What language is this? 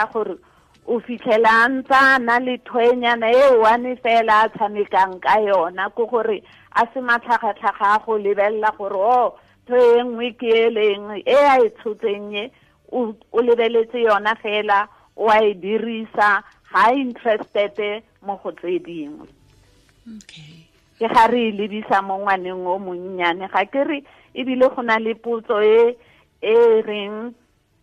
Tswana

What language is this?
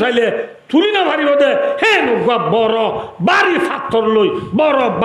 Rohingya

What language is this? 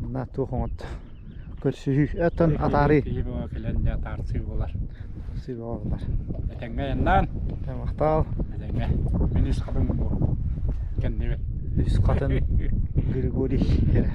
Yakut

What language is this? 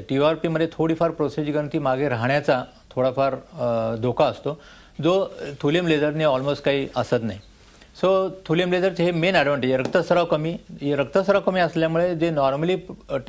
Marathi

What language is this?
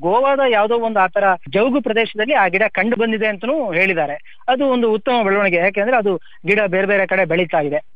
Kannada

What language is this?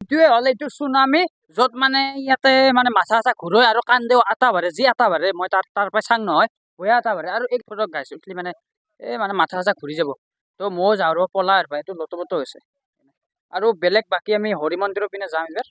Assamese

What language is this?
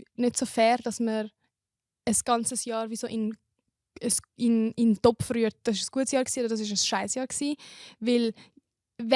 Swiss German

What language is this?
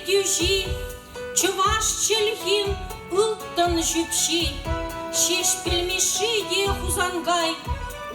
Chuvash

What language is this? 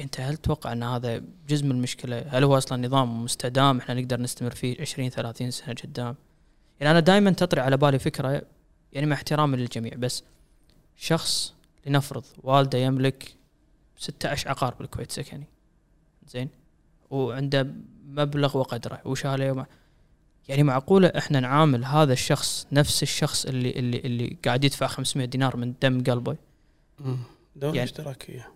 Gulf Arabic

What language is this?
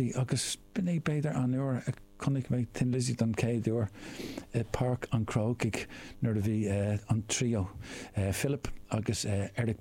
Irish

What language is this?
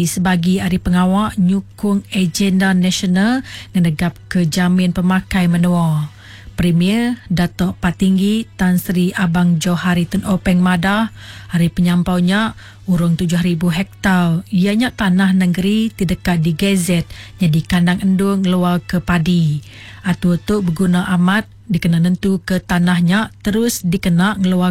Iban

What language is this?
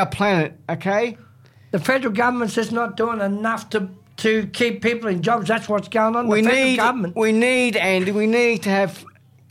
English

